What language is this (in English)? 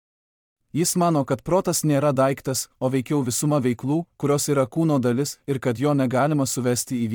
Lithuanian